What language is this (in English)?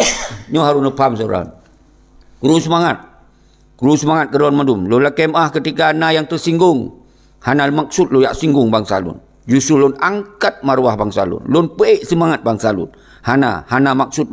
Achinese